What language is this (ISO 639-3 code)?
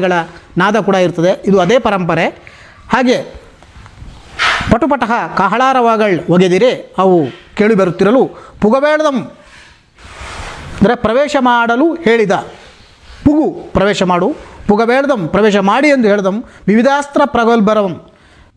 kan